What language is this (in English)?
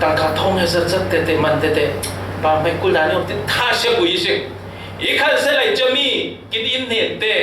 Falam Chin